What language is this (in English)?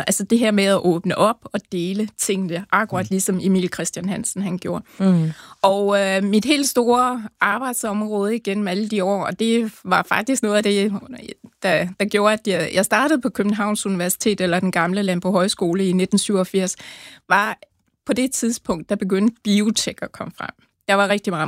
Danish